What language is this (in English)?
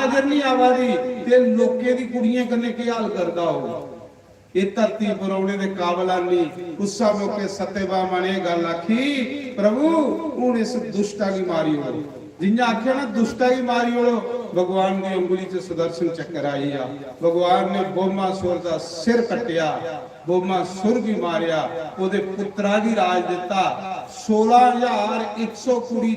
Dogri